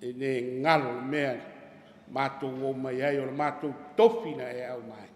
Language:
Samoan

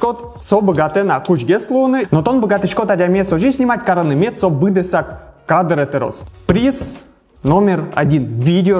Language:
Udmurt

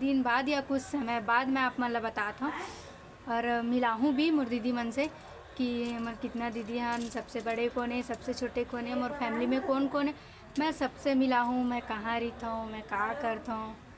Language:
Chhattisgarhi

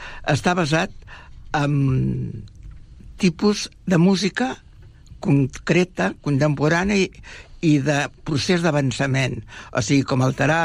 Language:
Catalan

